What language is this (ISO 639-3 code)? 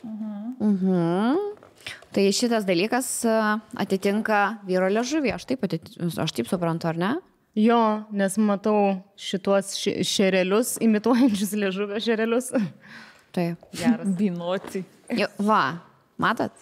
lit